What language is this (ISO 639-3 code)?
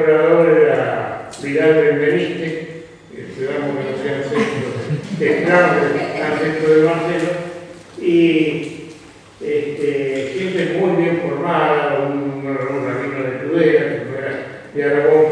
lad